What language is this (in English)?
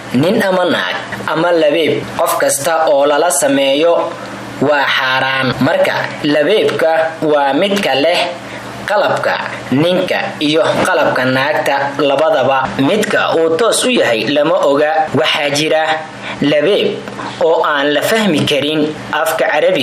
Somali